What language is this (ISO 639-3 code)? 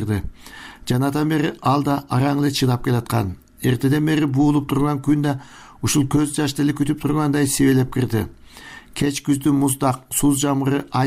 kir